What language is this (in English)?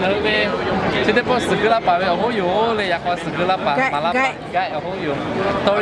Lahu